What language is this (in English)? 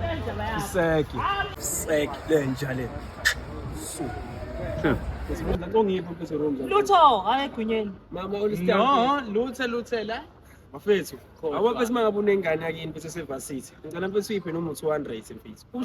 Zulu